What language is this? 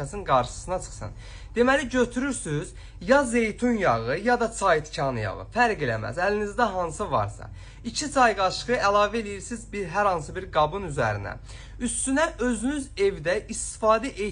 Azerbaijani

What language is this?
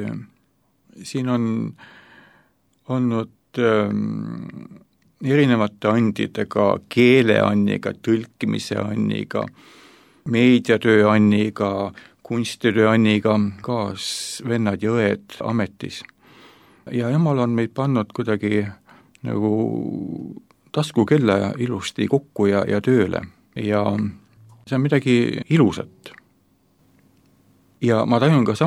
Estonian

